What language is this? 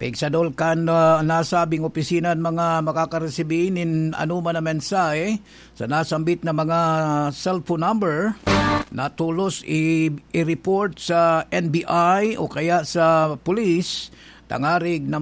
Bikol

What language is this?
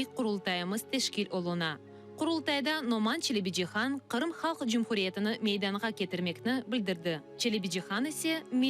Crimean Tatar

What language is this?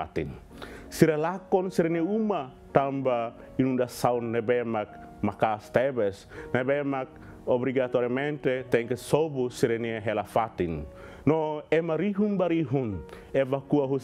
Tetum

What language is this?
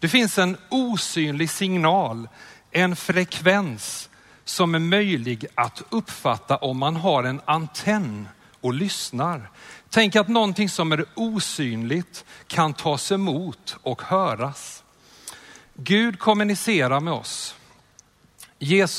Swedish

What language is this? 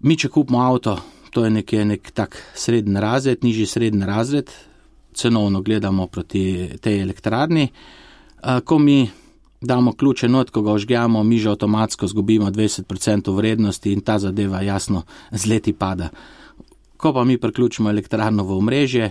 Slovenian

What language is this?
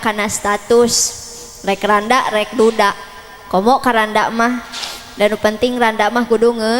Sundanese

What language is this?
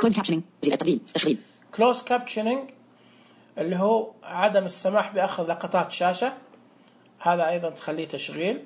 Najdi Arabic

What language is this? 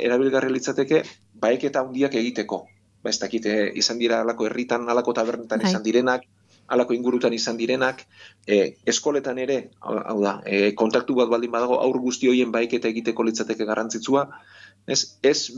Basque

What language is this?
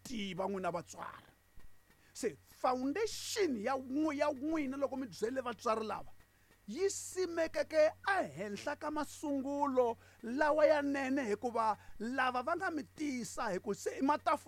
Tsonga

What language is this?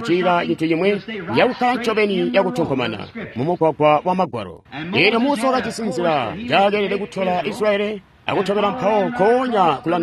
Tonga (Zambia)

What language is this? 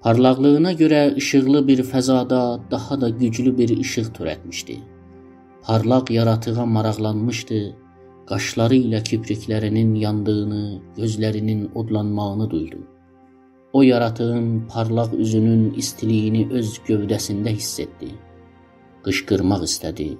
South Azerbaijani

